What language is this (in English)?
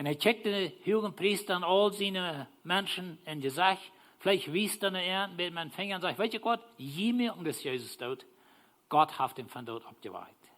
Plautdietsch